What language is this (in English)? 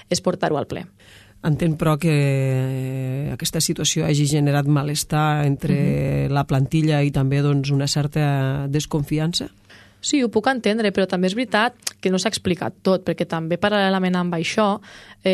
Catalan